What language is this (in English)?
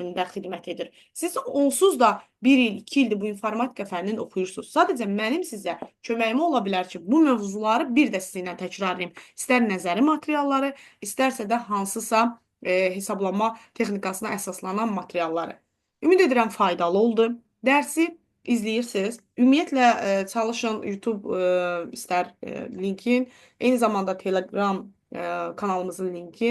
Azerbaijani